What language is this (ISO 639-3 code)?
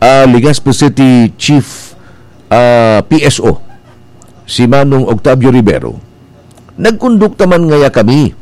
bik